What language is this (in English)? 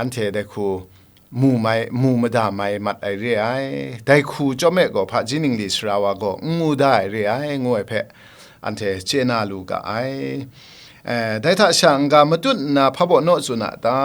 Kachin